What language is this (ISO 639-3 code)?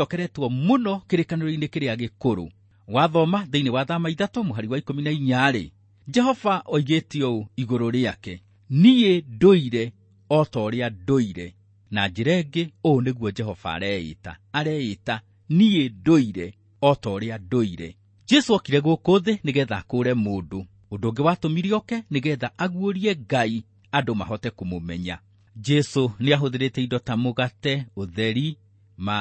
kik